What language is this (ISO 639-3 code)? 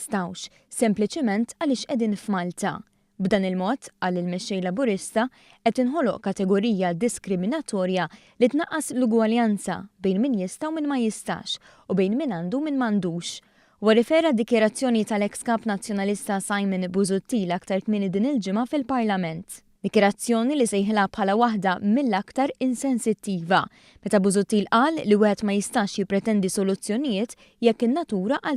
mlt